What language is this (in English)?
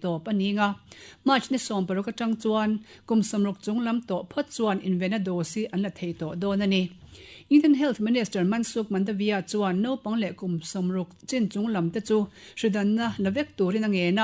Mizo